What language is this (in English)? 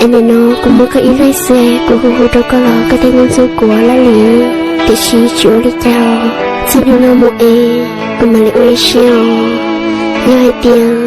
Hmong